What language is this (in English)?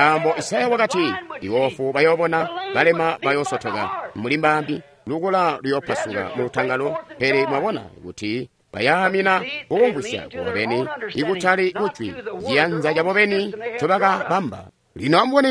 Tonga (Zambia)